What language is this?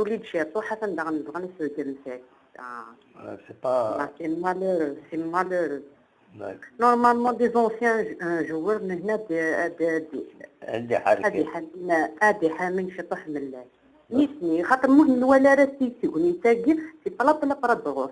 Kabyle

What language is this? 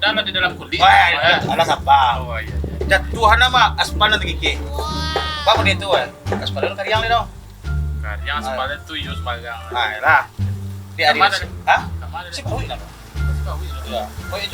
Minangkabau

